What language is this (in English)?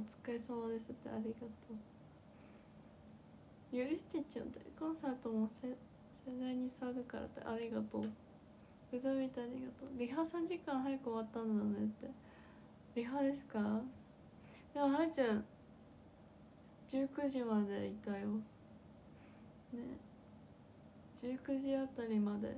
Japanese